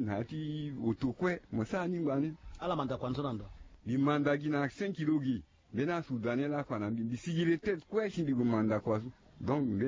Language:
Sango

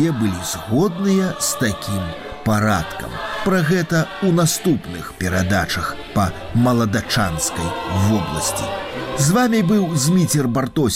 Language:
Belarusian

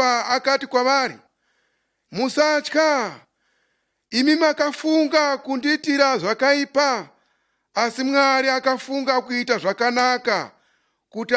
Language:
Shona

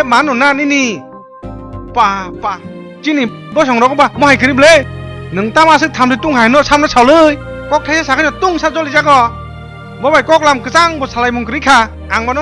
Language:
Kok Borok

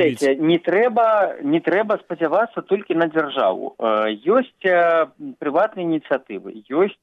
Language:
Belarusian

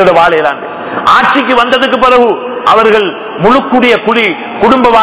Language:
Tamil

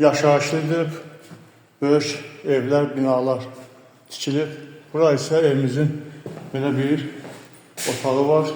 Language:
Azerbaijani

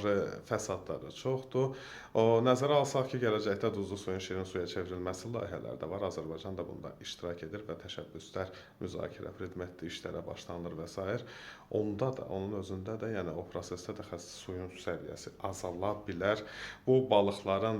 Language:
Azerbaijani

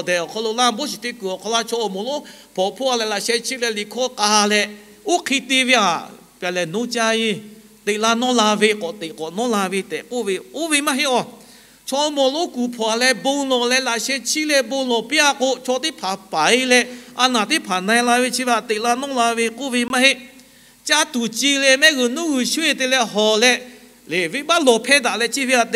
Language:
Lahu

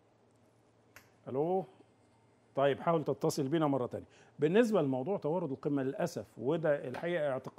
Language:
Egyptian Arabic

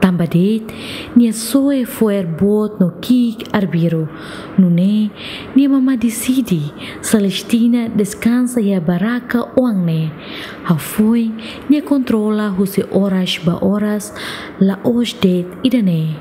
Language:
Tetum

